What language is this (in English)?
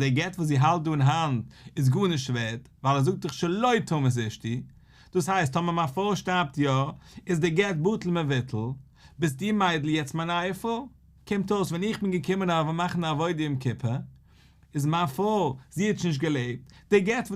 Yiddish